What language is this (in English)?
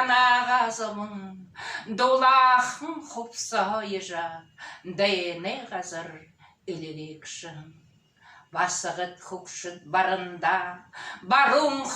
Buriat